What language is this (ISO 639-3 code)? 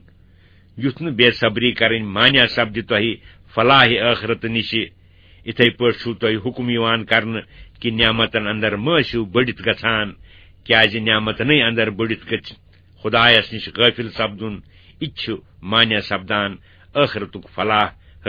kas